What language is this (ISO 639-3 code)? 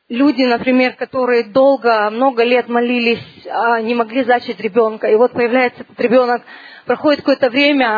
rus